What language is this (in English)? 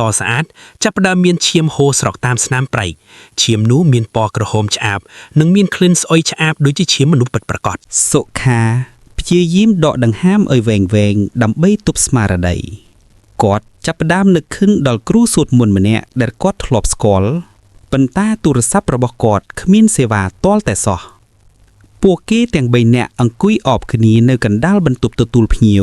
Khmer